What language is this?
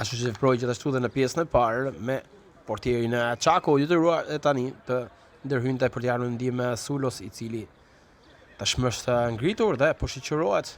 Albanian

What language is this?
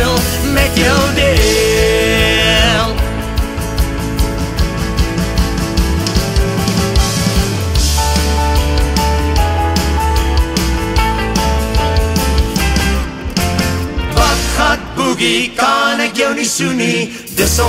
Afrikaans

